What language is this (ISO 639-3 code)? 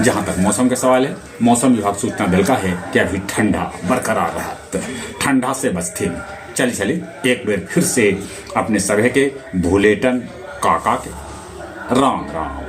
mag